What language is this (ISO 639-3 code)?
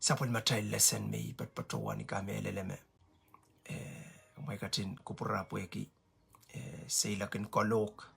pon